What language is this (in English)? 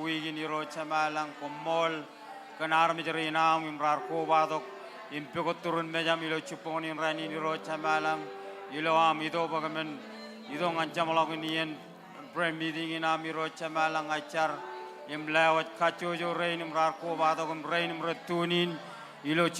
Marshallese